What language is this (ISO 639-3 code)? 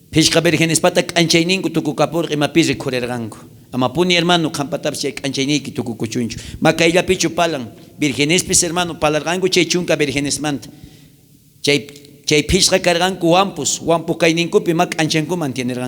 quh